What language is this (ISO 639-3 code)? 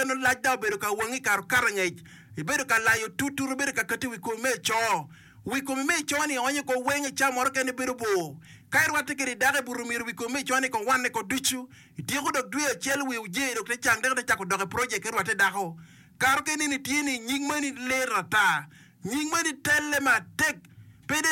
ach